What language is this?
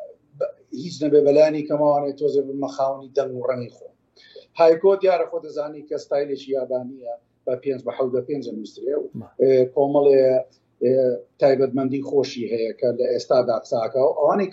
Central Kurdish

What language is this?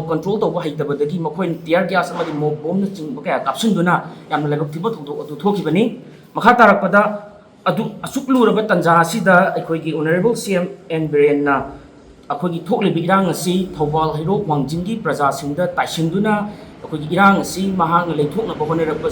Manipuri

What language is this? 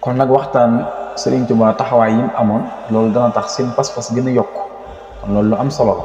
Wolof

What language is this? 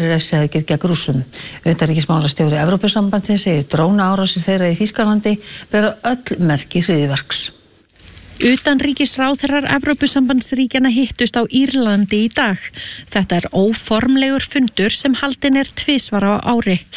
Icelandic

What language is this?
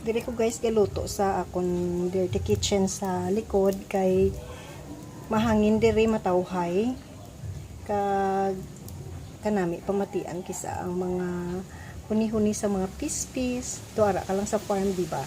Hiligaynon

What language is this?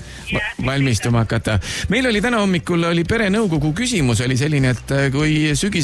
Estonian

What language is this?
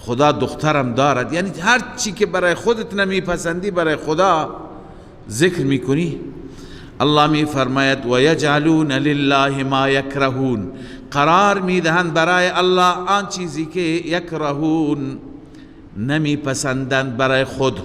Persian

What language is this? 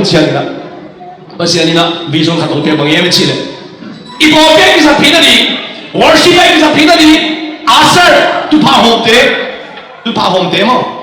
Tedim Chin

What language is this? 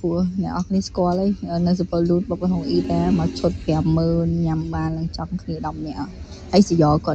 Khmer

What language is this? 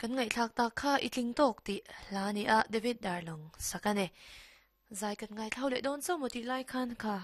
Mizo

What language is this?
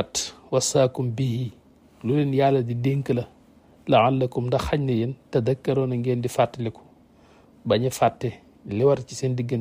Wolof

